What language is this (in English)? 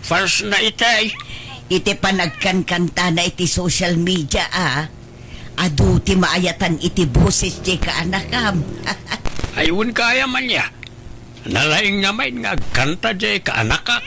Iloko